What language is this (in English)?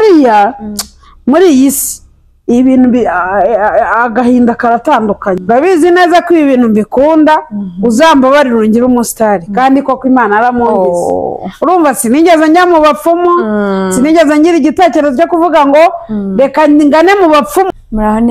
Kinyarwanda